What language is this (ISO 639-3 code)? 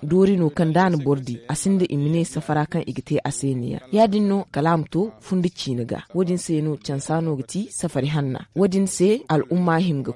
dje